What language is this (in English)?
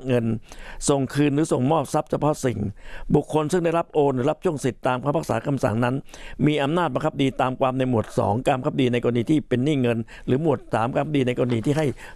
Thai